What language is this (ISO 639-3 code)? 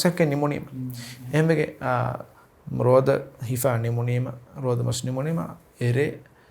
div